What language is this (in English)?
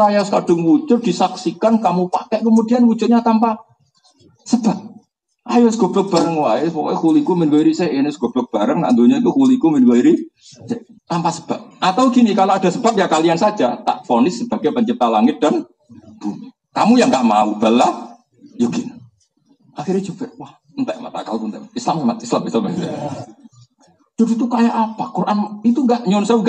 Indonesian